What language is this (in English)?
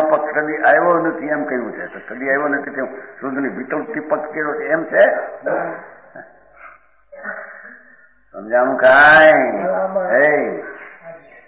Gujarati